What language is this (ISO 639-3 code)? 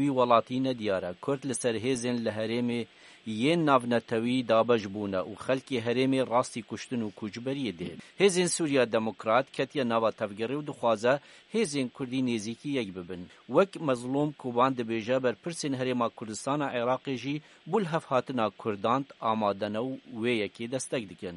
kur